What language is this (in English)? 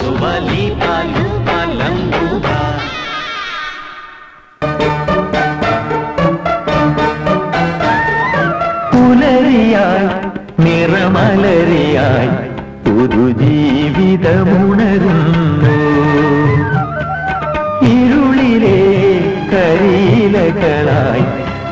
Malayalam